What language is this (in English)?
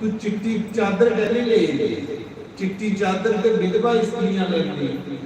Dogri